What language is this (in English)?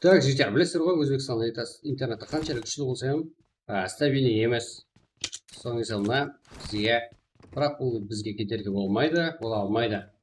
Kara-Kalpak